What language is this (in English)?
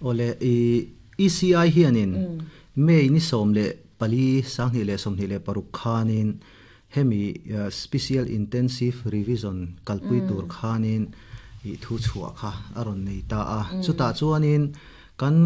Mizo